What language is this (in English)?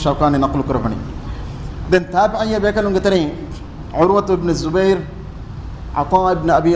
Divehi